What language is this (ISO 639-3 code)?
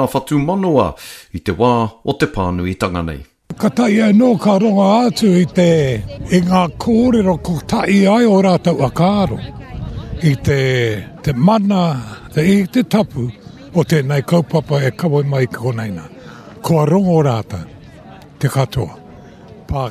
mri